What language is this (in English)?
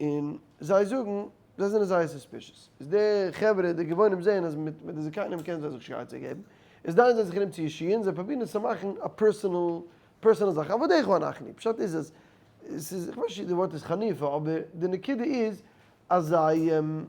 Yiddish